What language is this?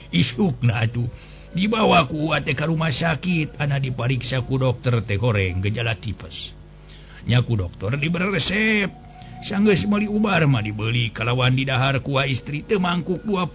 Sundanese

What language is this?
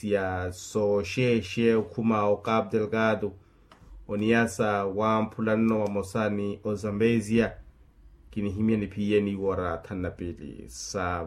Makhuwa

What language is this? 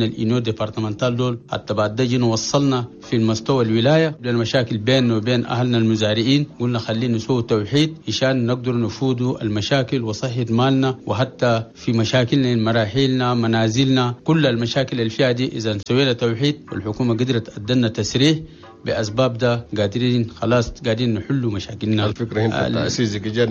Chadian Arabic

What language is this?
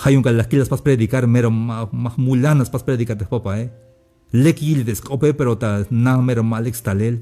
Tzeltal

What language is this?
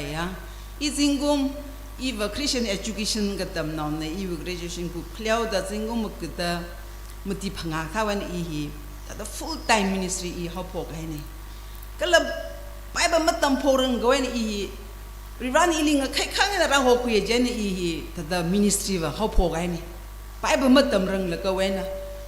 Tangkhul Naga (India)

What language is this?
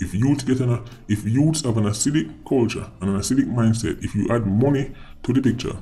Jamaican Creole English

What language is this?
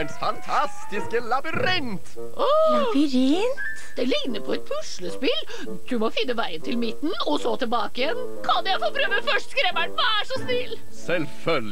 Norwegian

